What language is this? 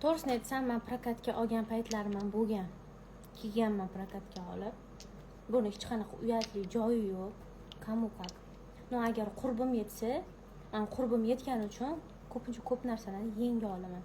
Uzbek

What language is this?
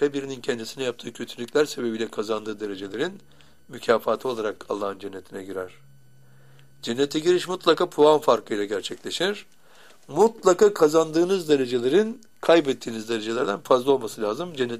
Turkish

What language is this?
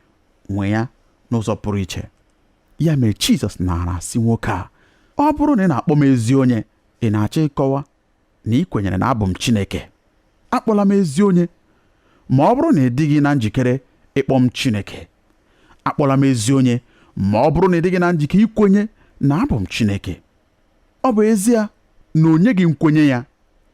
Igbo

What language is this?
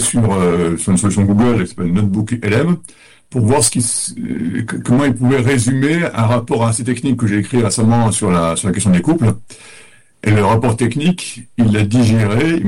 French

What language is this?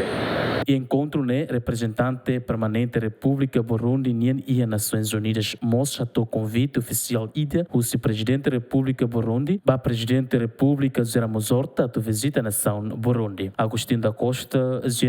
Tetum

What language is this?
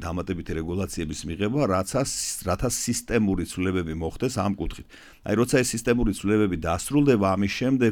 Georgian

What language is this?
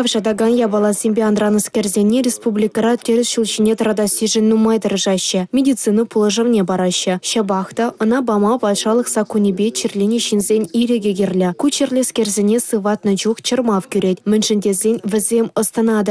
Chuvash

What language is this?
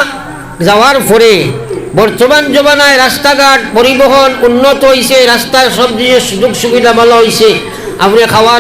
Sylheti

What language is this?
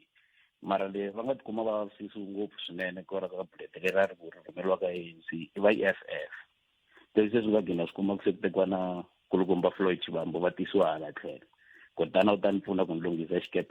Tsonga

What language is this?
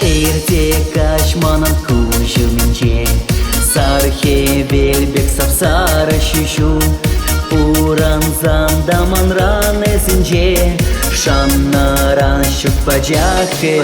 Chuvash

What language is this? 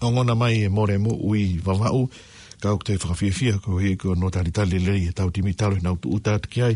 Tongan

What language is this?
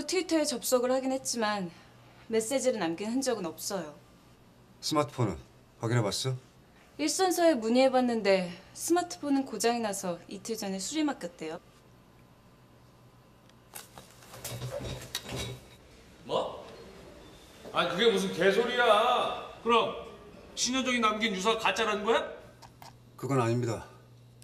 Korean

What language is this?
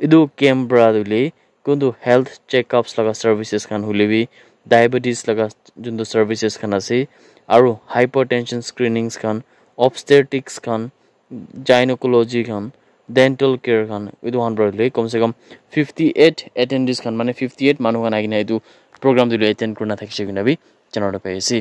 Naga Pidgin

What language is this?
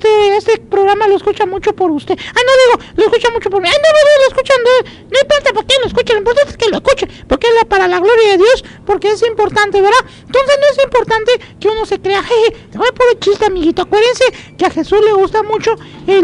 Spanish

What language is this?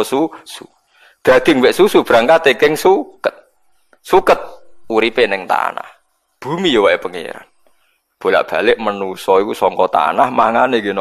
Javanese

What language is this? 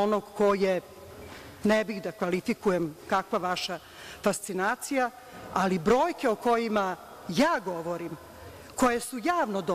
Serbian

